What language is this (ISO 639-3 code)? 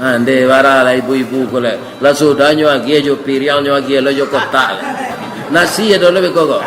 min